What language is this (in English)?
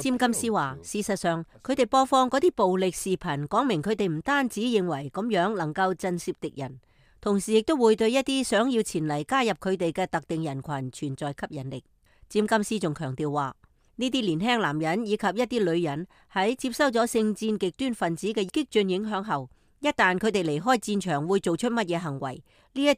Cantonese